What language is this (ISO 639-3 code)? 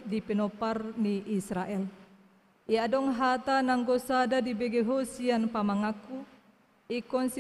bbc